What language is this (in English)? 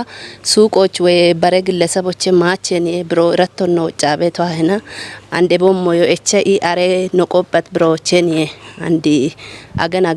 Kafa